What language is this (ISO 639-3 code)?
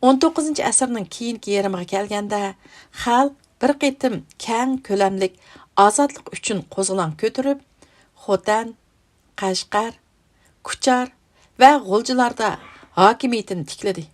uig